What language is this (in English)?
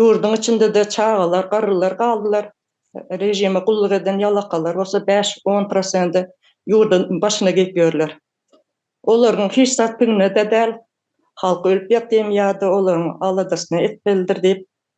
Turkmen